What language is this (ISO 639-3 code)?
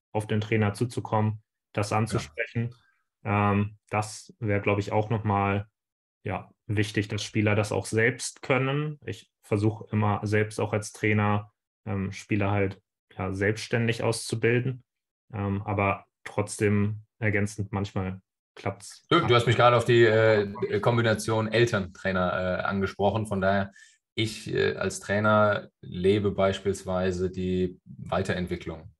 deu